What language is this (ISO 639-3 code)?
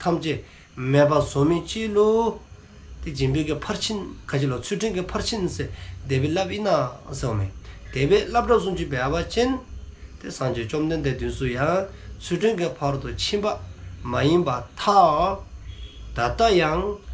dzo